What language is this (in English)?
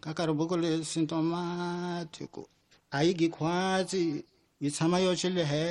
Tsonga